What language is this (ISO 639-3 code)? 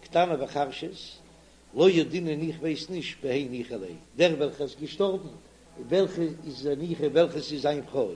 yid